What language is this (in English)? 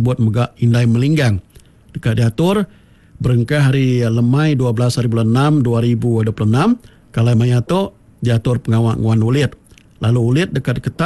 Iban